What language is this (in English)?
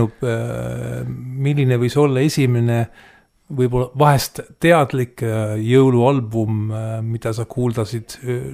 Estonian